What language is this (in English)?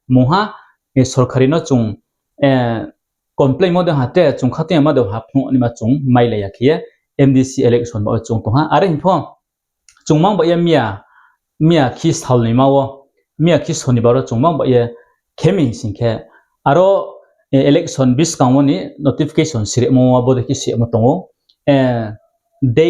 Riang (India)